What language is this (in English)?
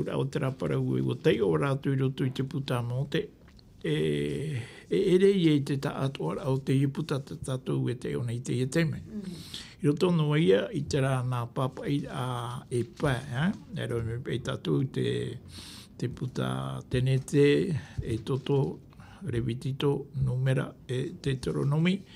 Tahitian